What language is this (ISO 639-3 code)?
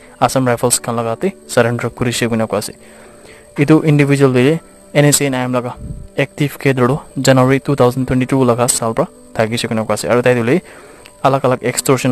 nag